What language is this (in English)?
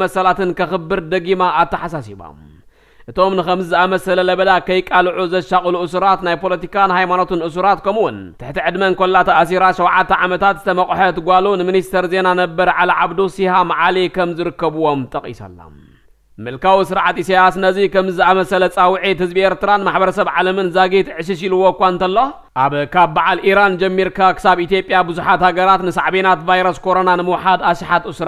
Tigrinya